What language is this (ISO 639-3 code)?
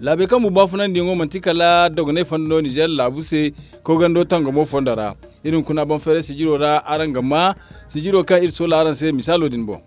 dje